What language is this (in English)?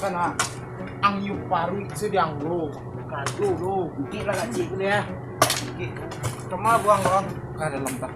Minangkabau